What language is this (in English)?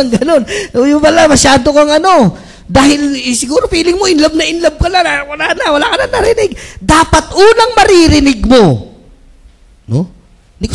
Filipino